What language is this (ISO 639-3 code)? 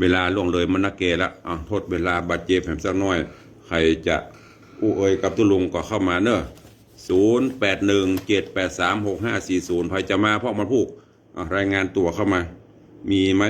nod